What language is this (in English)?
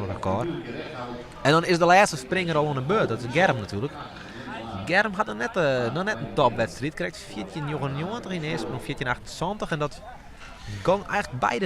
Western Frisian